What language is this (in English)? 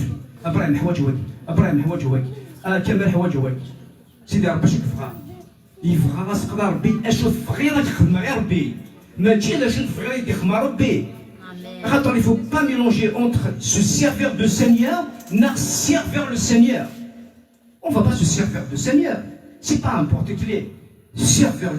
Kabyle